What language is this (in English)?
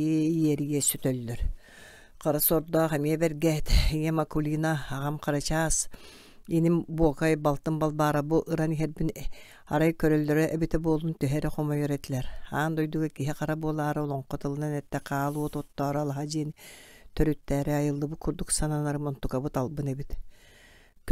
Yakut